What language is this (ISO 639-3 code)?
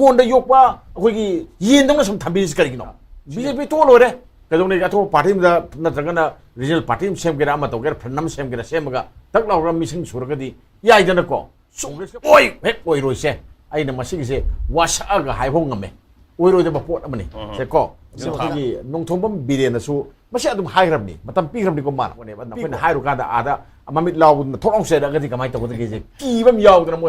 mni